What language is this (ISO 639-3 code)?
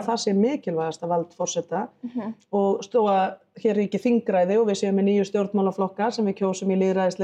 isl